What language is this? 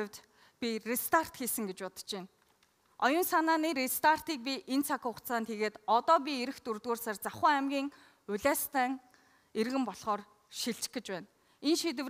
Mongolian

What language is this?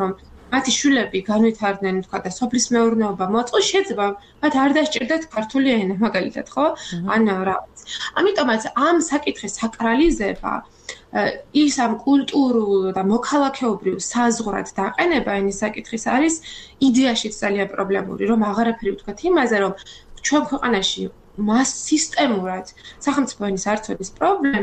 Georgian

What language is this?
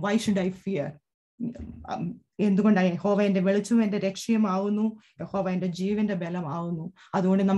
Malayalam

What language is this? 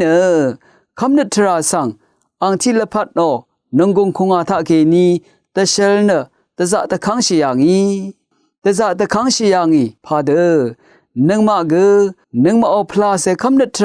Rawang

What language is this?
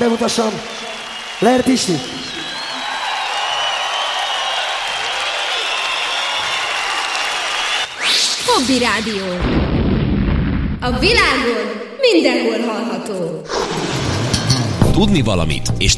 Hungarian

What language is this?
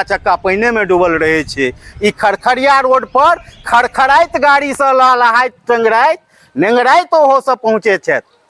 Maithili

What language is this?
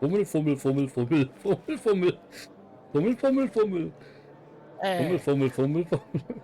Swiss German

